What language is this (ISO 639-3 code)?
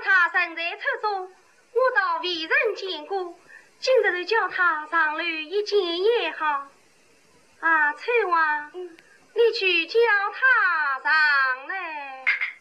wuu